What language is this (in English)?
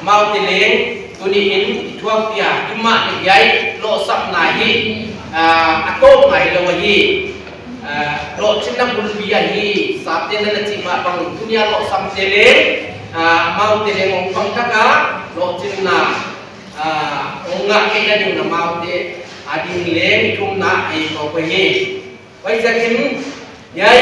Paite Chin